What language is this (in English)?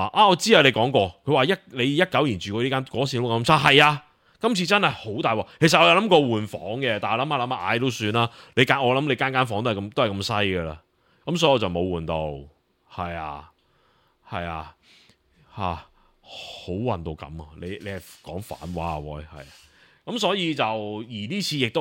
Cantonese